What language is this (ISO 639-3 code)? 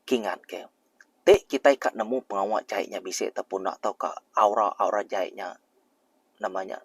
iba